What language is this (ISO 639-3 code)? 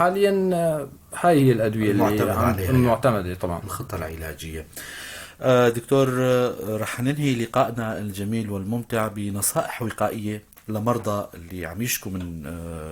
apc